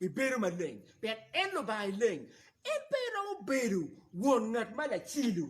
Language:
Acoli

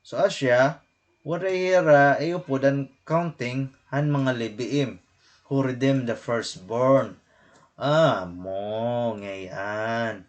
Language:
Waray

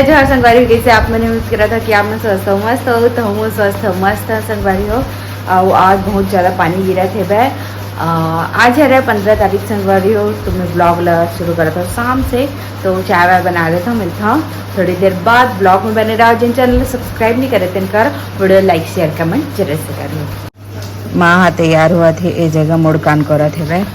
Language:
Chhattisgarhi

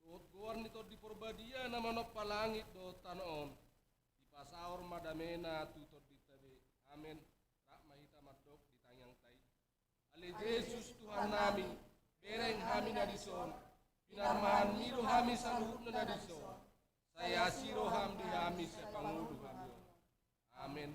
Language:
Batak Toba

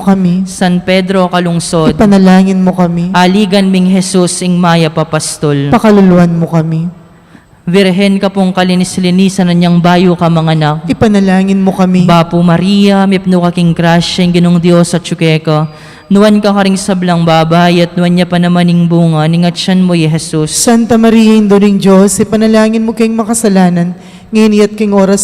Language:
Pampanga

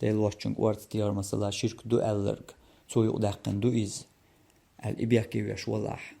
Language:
Chechen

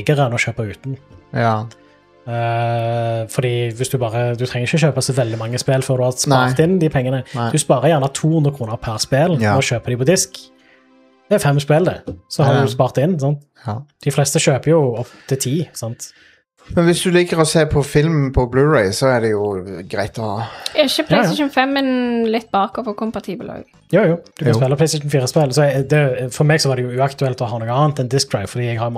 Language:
Norwegian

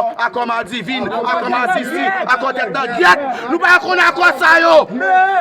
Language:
Haitian Creole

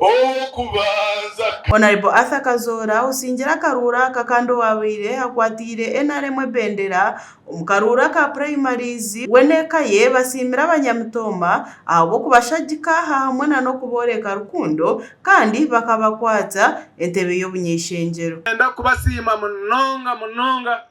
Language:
Nyankole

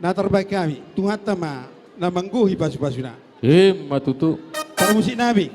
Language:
Batak Toba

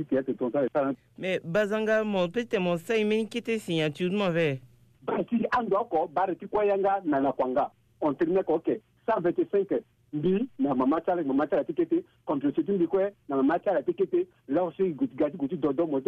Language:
Sango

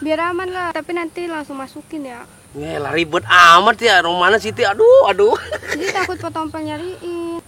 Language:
Betawi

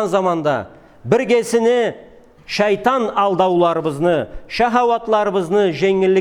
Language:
Karachay-Balkar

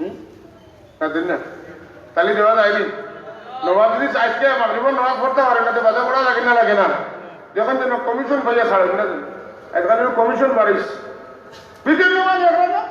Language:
Sylheti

